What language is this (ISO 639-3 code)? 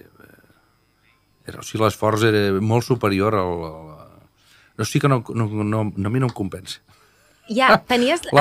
cat